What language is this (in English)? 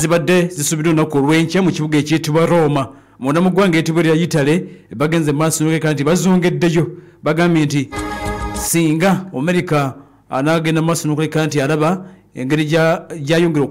Ganda